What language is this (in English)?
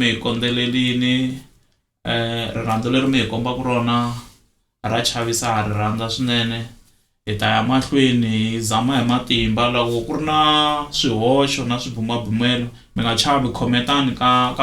Tsonga